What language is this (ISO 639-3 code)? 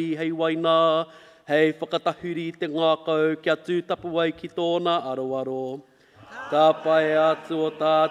mri